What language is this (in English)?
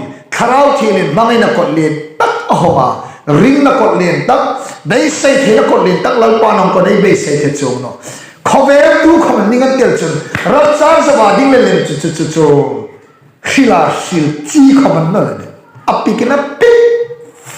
Hmar